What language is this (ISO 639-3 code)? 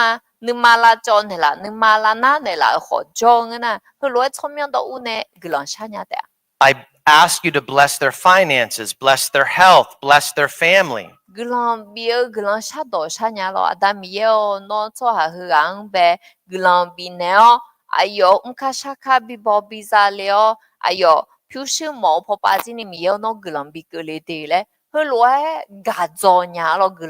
ahk